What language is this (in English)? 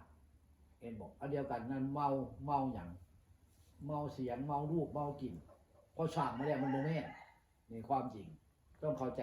Northeastern Thai